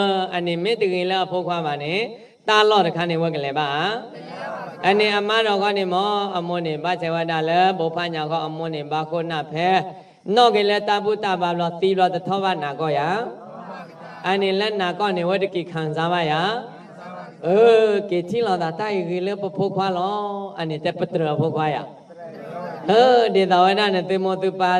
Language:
S'gaw Karen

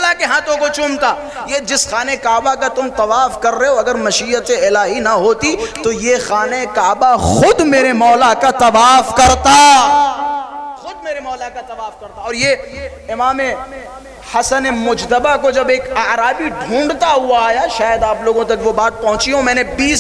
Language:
Urdu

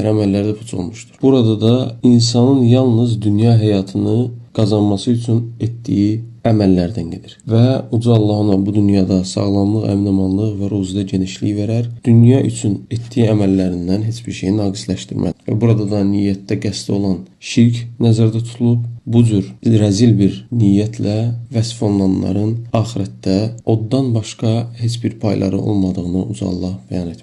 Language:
Azerbaijani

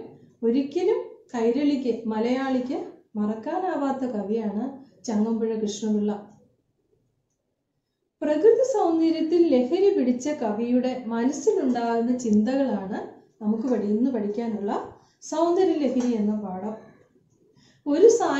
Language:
Malayalam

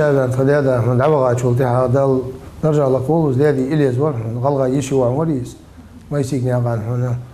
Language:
Ingush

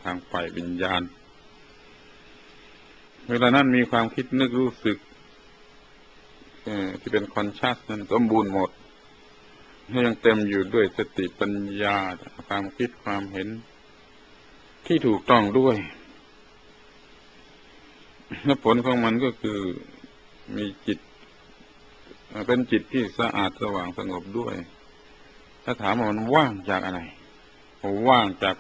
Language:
Thai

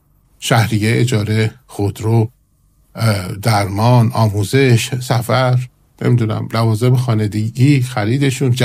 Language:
Persian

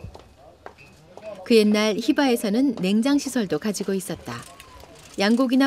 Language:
Korean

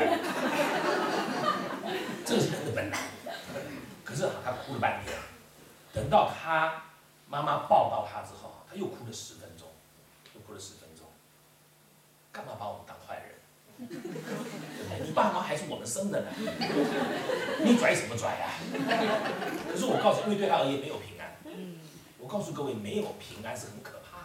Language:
Chinese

